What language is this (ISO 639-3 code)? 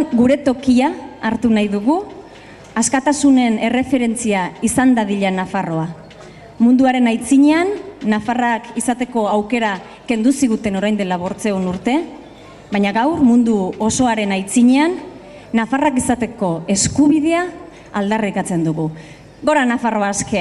eus